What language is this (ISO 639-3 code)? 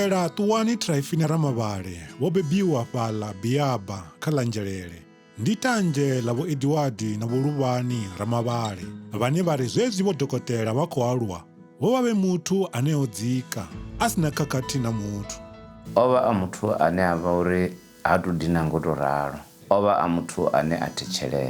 ven